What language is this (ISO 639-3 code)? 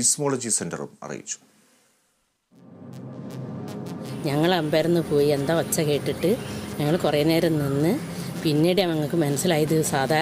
mal